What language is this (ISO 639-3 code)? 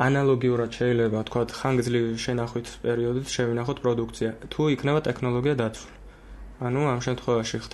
kat